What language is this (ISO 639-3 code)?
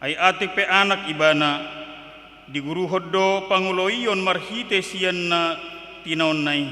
bbc